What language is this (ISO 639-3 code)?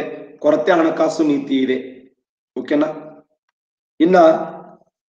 kan